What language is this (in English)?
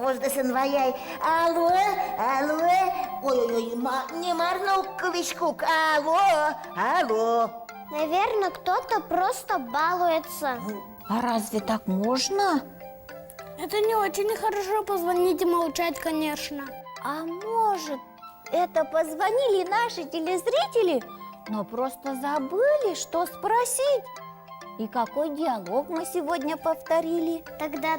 Udmurt